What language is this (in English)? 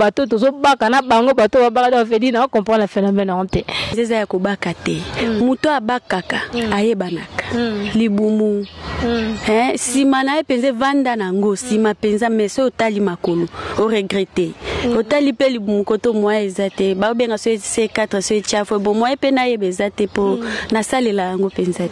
Lingala